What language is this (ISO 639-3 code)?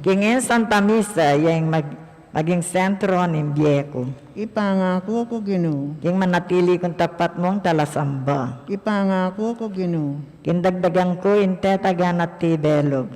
pam